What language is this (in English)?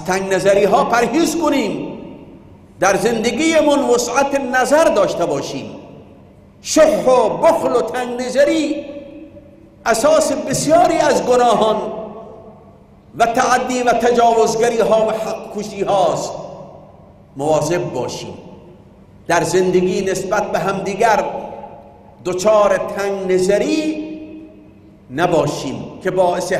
Persian